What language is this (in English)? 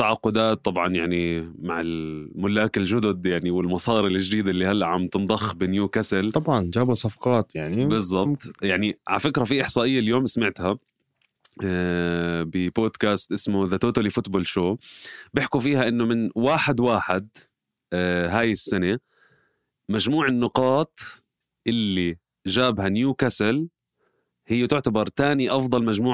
North Levantine Arabic